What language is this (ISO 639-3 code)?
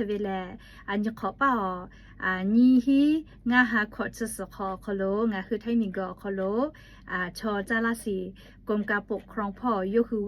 lhu